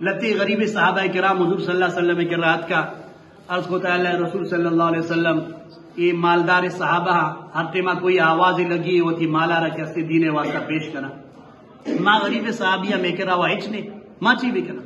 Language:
Eastern Balochi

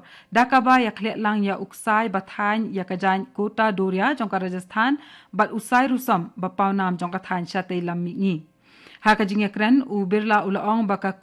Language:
Khasi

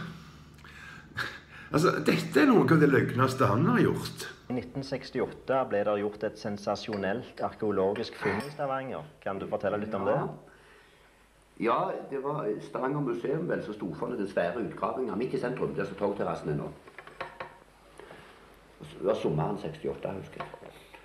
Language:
Norwegian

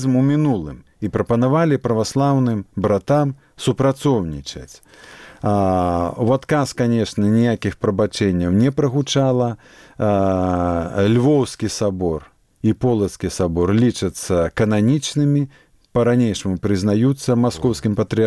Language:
Belarusian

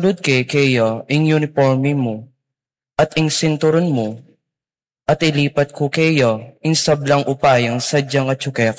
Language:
Pampanga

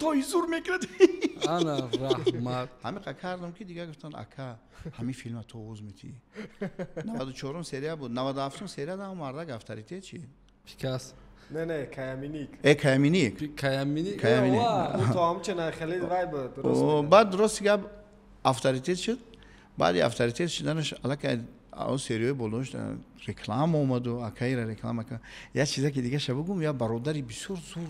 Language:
Tajik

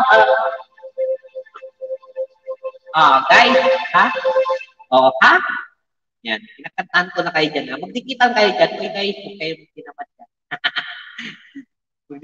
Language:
Filipino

